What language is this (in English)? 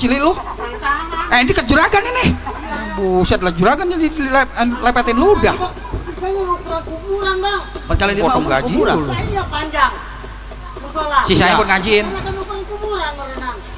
Betawi